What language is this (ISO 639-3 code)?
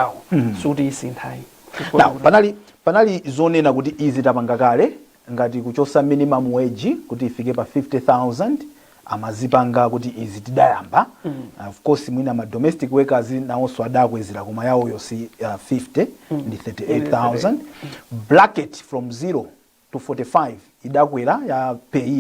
nya